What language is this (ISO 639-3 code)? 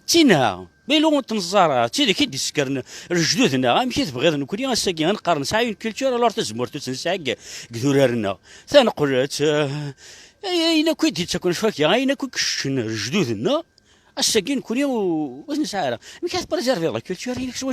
kab